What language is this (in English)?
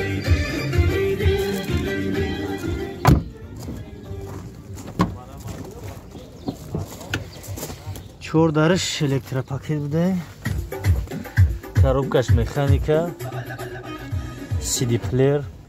Tajik